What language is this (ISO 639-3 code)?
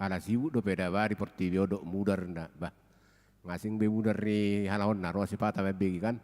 bbc